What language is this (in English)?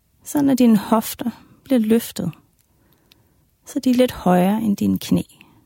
Danish